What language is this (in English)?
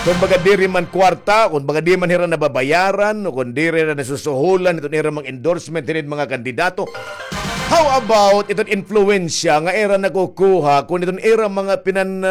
Waray